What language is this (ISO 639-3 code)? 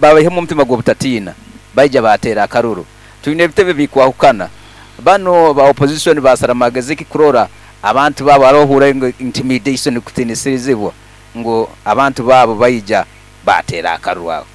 nyn